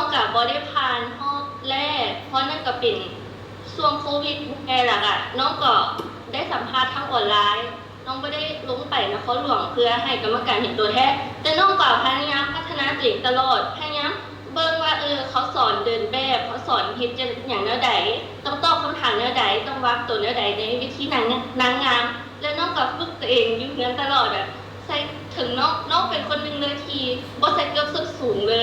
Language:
Lao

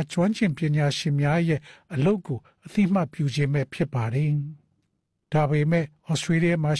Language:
Burmese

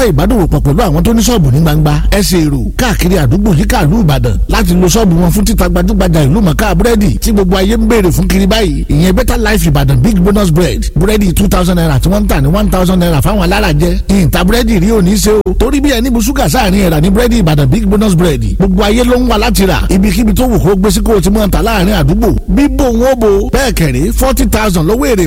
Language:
Yoruba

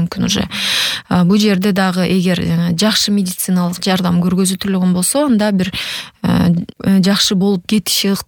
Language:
Kyrgyz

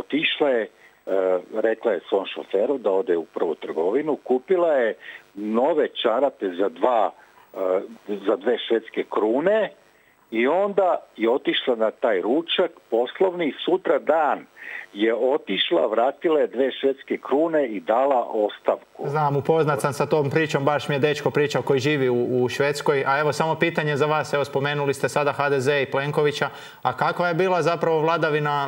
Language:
Croatian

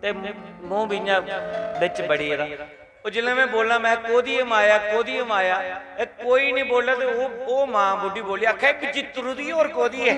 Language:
Dogri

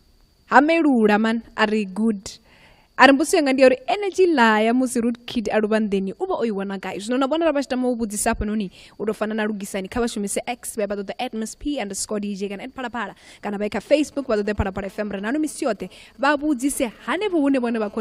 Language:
Venda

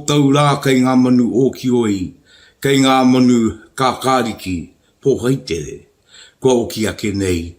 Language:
Māori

